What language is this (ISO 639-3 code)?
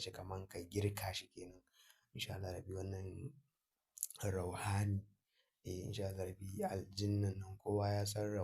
hau